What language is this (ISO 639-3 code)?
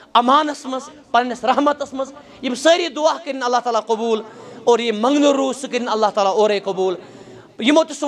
kas